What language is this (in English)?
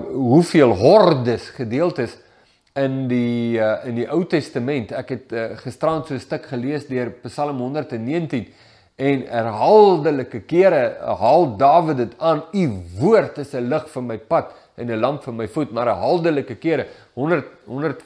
Afrikaans